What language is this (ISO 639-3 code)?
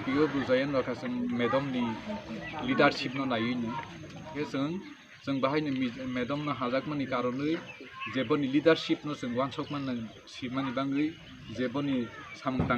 ria